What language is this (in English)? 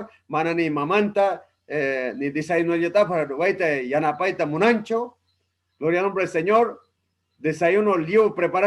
Ayacucho Quechua